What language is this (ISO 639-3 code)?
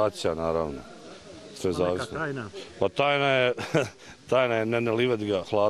bos